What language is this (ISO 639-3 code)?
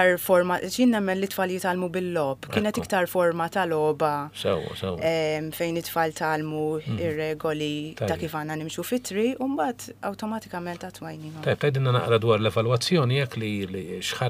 mlt